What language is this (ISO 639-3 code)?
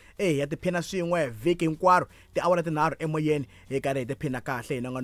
tso